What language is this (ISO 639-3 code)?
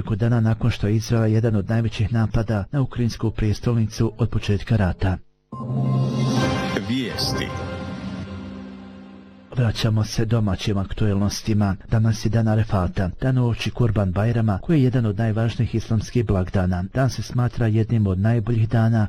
bos